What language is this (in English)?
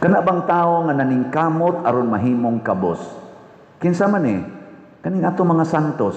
Cebuano